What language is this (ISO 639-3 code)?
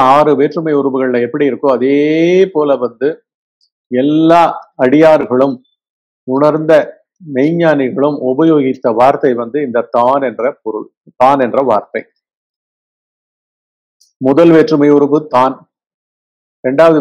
tam